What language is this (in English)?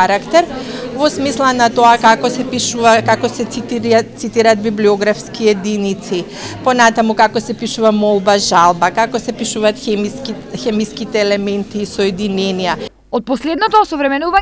Macedonian